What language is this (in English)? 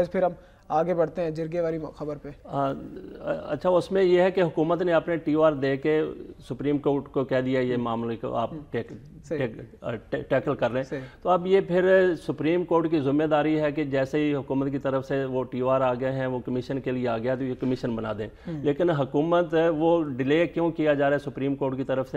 Urdu